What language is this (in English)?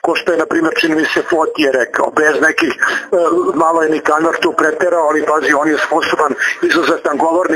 Serbian